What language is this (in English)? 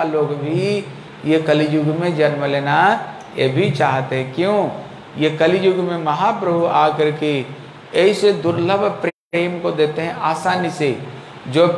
Hindi